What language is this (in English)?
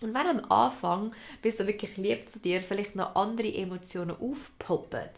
Swiss German